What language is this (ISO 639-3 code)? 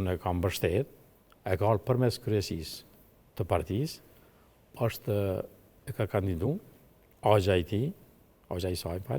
sqi